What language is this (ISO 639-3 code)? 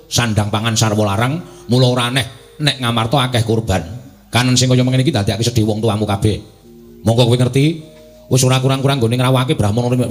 jav